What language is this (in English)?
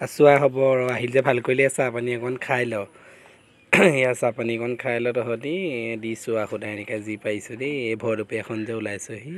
Assamese